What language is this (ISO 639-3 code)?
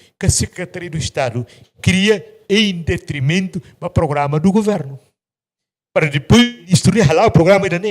tet